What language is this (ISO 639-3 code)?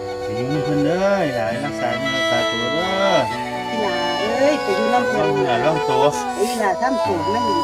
lao